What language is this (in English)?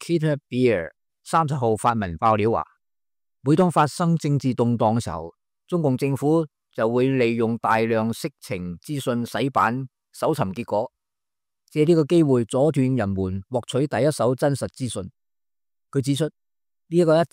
Cantonese